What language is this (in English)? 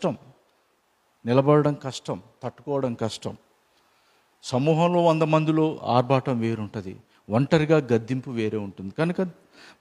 Telugu